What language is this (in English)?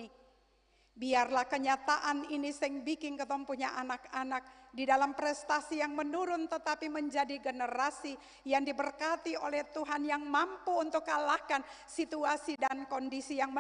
Ambonese Malay